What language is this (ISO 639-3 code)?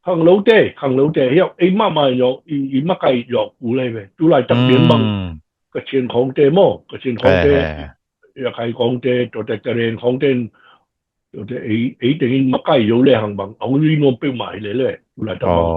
ctd